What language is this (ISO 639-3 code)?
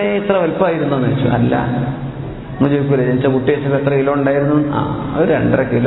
mal